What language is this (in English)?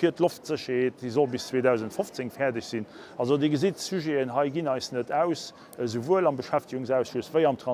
Luxembourgish